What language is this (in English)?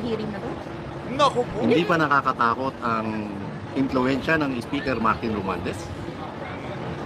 Filipino